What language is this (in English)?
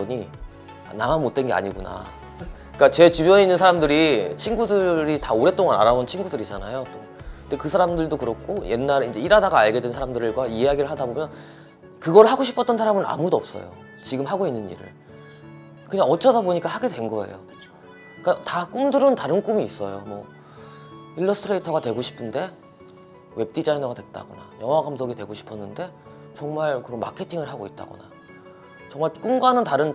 Korean